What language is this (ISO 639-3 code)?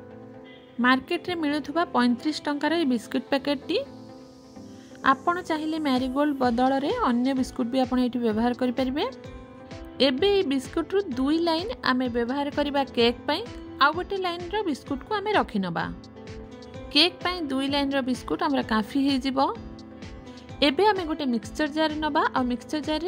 ori